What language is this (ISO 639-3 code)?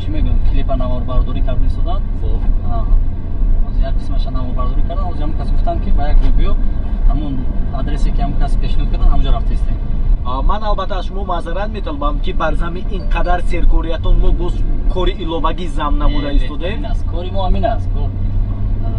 tgk